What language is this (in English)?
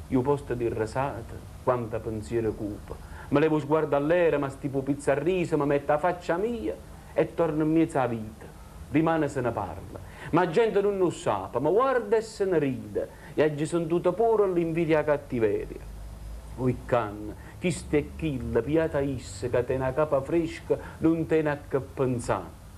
Neapolitan